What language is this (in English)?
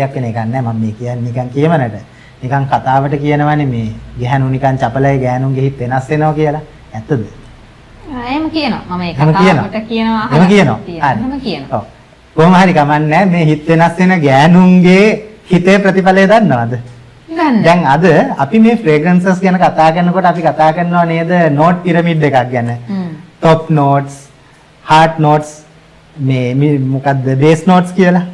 Sinhala